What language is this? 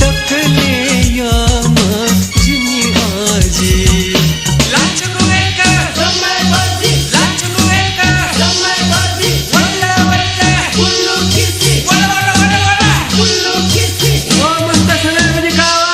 Newari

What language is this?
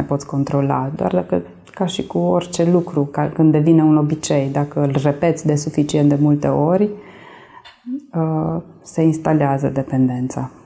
Romanian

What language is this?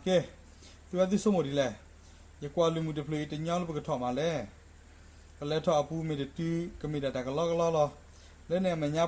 S'gaw Karen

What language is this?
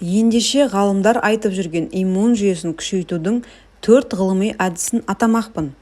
Kazakh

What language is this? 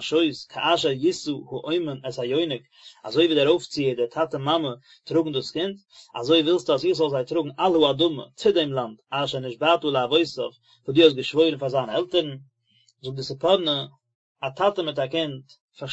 Yiddish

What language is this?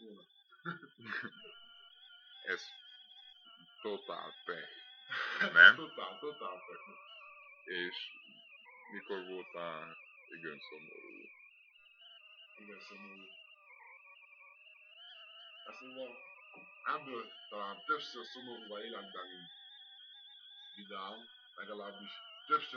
Hungarian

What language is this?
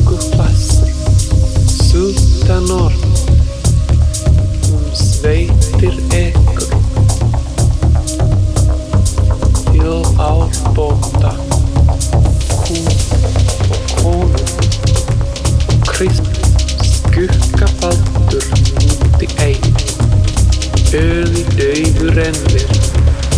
Icelandic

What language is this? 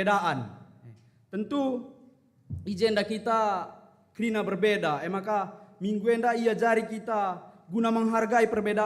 Batak Karo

